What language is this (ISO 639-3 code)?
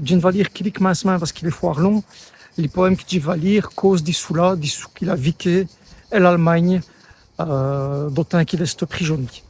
wln